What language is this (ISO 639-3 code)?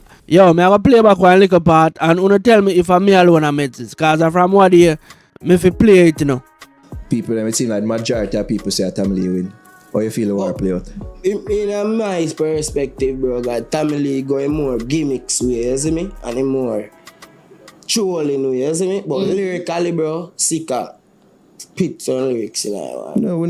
jam